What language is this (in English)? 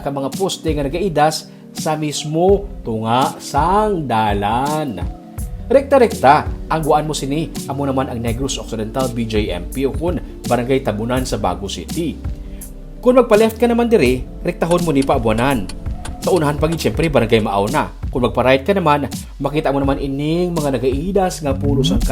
Hiligaynon